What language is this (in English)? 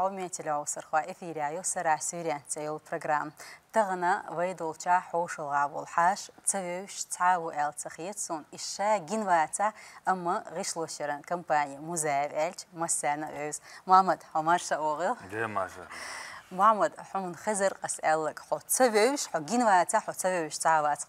Chechen